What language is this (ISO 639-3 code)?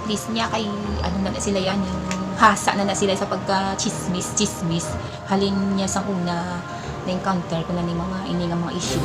hil